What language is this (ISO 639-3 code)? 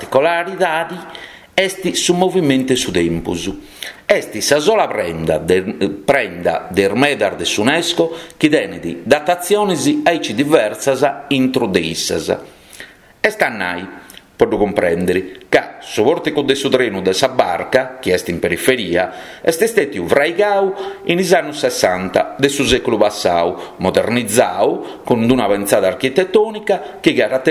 srd